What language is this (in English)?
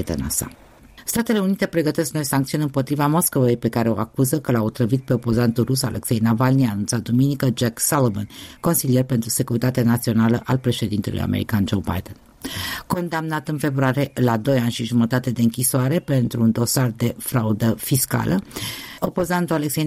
Romanian